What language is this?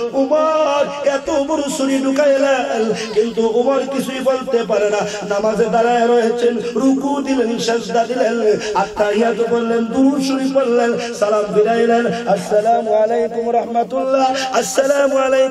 Bangla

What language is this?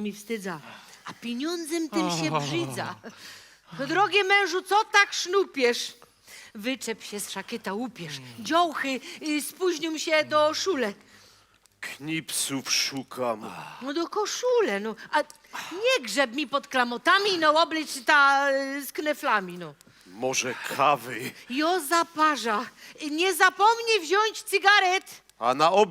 Silesian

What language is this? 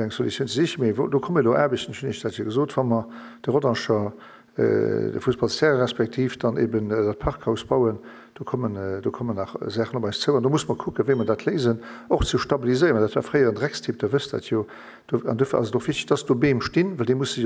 Luxembourgish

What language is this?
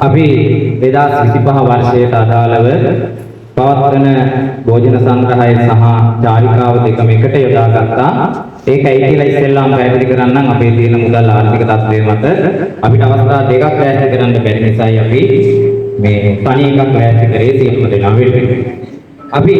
Sinhala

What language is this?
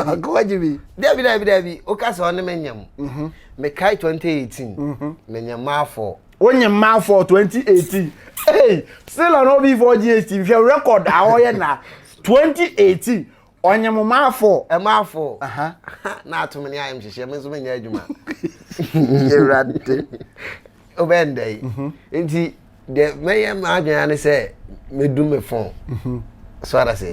Akan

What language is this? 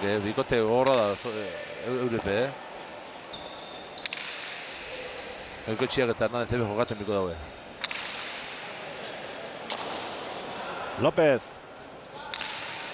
Basque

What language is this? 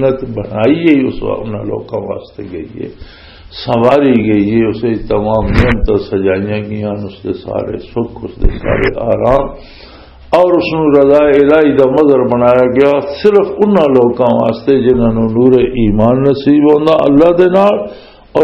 Western Panjabi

